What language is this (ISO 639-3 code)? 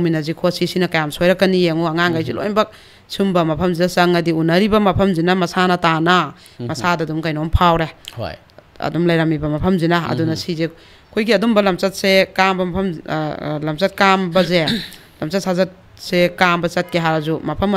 mni